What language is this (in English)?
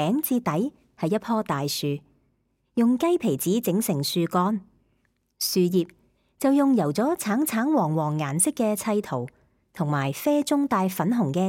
Cantonese